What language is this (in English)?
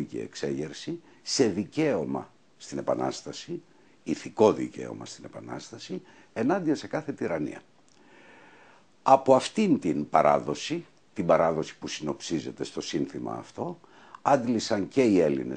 Greek